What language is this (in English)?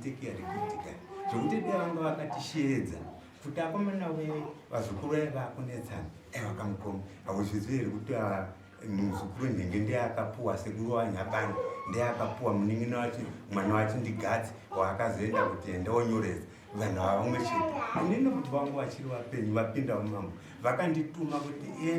Shona